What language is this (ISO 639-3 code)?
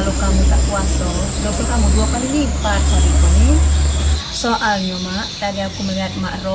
mui